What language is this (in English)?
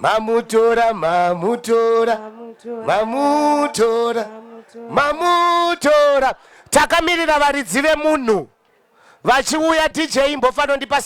Shona